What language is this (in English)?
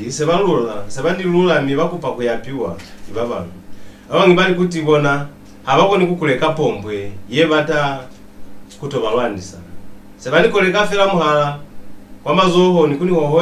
Lozi